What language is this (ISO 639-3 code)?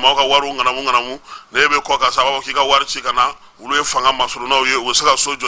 bam